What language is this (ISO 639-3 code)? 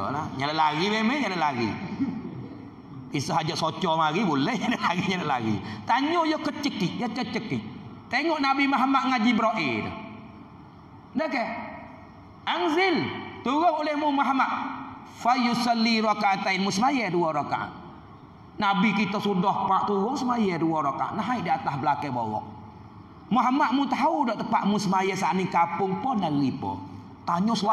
mfa